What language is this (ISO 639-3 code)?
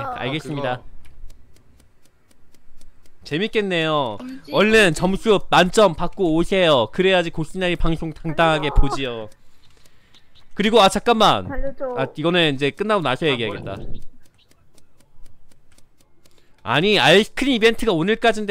kor